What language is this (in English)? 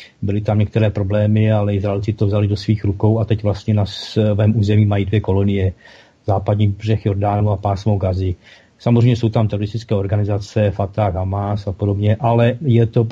Czech